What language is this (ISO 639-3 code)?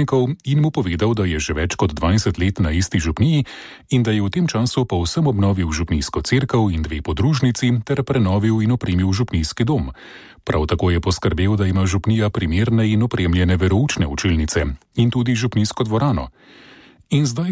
slv